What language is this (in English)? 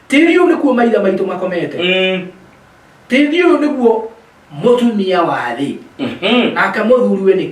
Kikuyu